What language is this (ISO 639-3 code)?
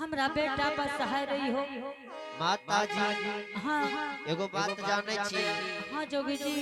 anp